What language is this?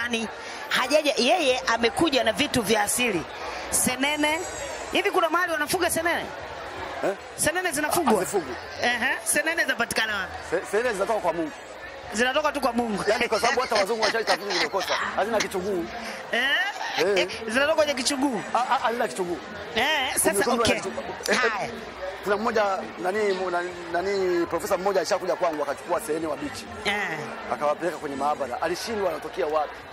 Swahili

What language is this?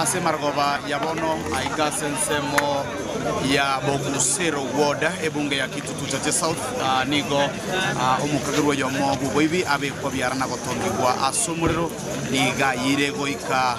Gusii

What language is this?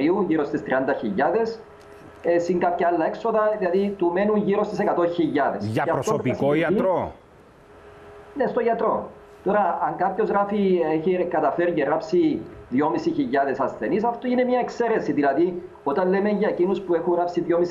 Greek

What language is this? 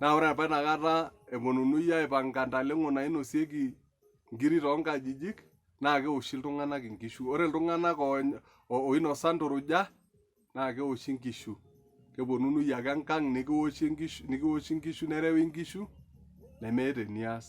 Masai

